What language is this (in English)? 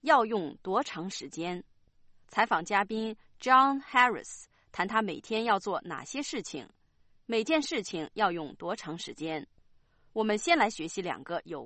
Chinese